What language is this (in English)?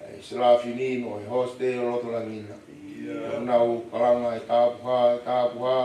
Tongan